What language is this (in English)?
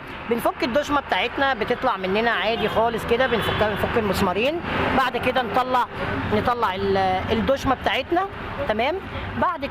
Egyptian Arabic